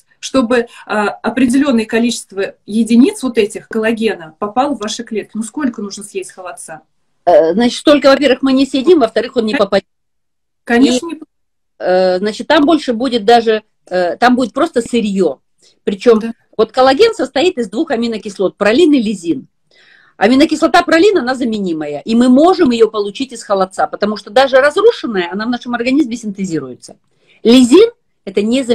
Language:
Russian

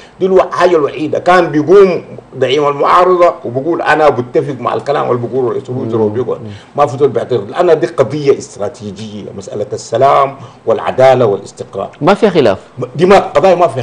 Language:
Sudanese Arabic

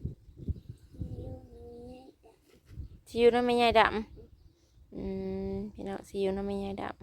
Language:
Northeastern Thai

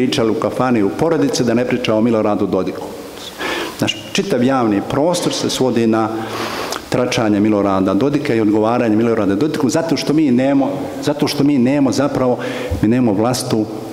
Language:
Bosnian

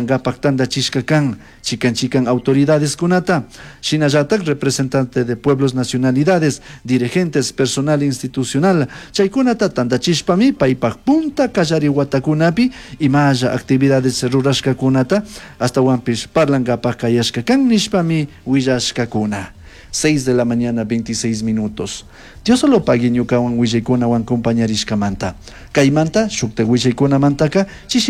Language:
Chimborazo Highland Quichua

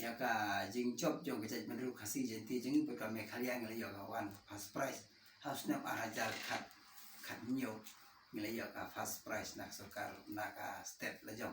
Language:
Khasi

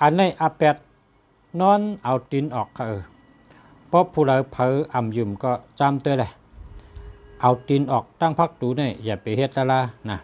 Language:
Shan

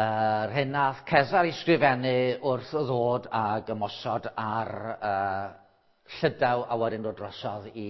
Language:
Welsh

